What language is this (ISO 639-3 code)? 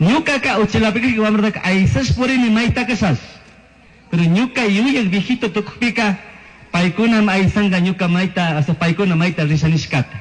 qug